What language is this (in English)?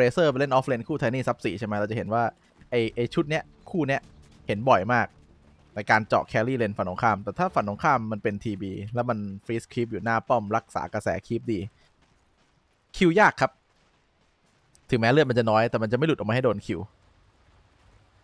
Thai